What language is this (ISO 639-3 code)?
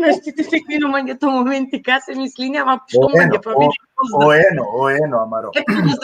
rmn